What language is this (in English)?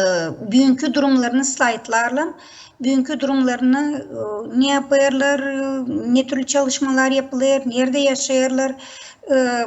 Gagauz